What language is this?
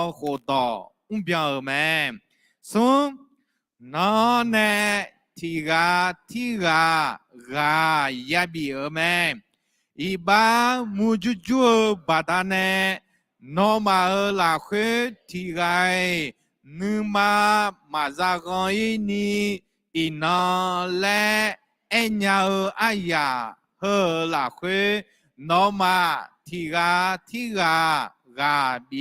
Akha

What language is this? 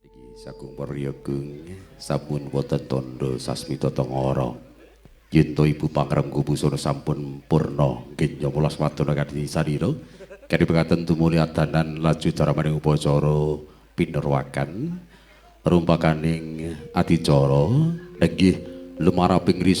Javanese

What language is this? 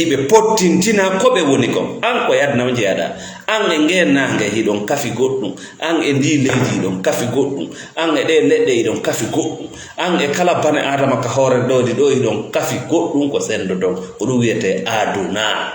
Fula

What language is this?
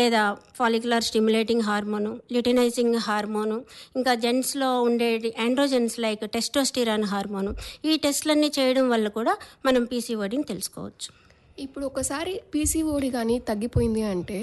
Telugu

